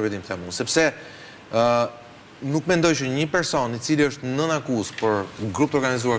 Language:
Albanian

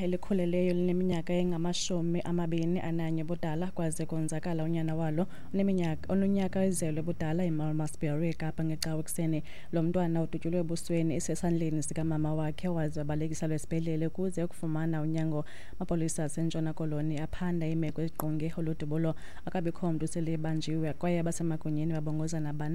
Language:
Xhosa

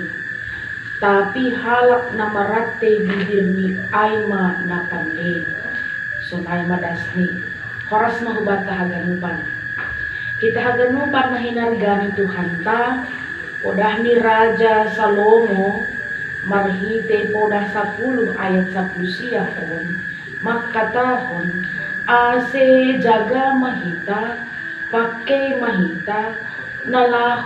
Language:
Batak Simalungun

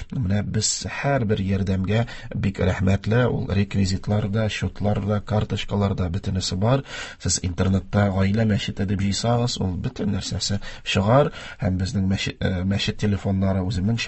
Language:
Tatar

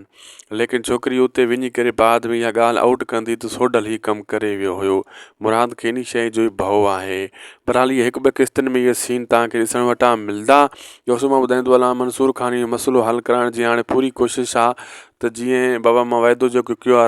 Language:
Sindhi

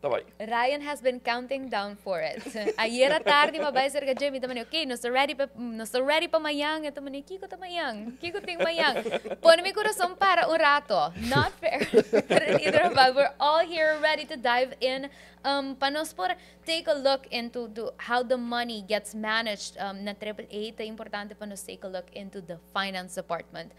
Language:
Papiamento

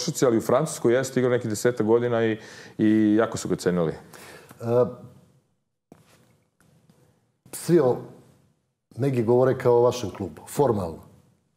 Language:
Serbian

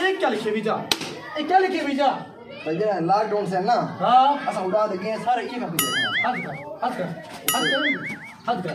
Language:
Saraiki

